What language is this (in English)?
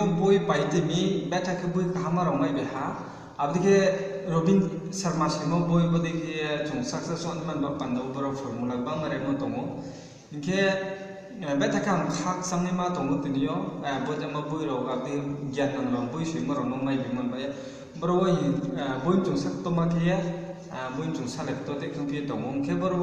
Riang (India)